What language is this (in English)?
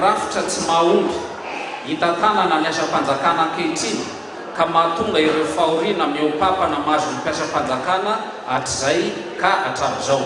Malagasy